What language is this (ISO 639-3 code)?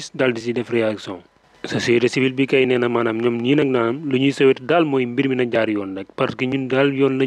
wol